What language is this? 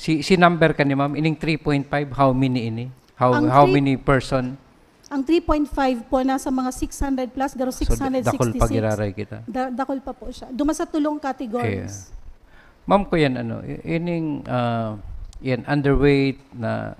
Bikol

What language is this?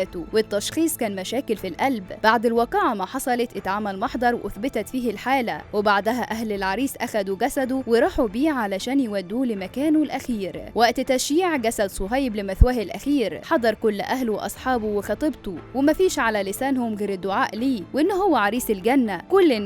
Egyptian Arabic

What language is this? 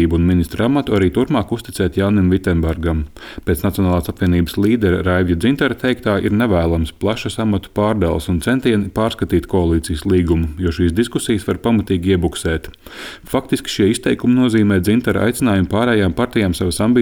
Latvian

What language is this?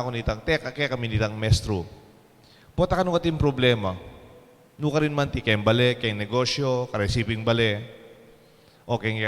Pampanga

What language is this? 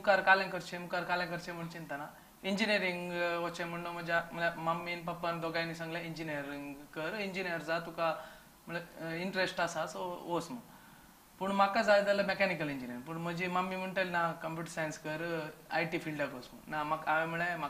Konkani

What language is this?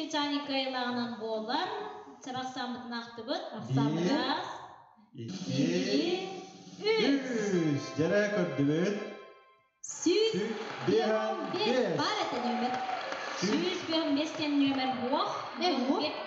Yakut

